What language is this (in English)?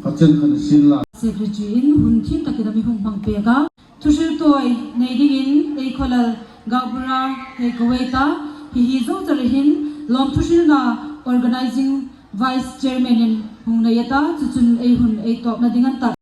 Hmar